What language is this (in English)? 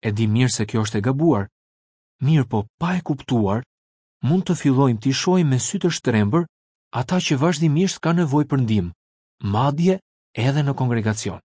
Albanian